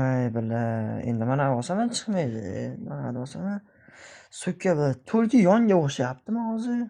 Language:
Uzbek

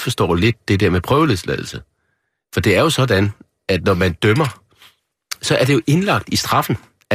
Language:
Danish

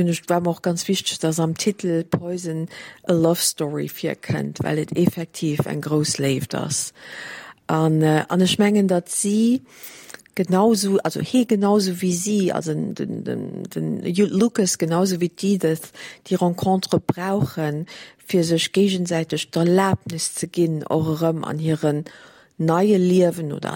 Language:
Luxembourgish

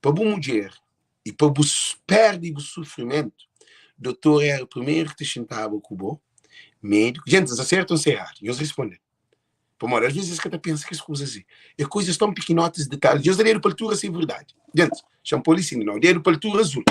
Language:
Kabuverdianu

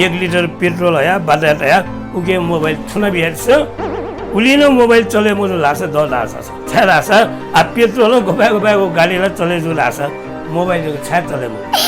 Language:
Newari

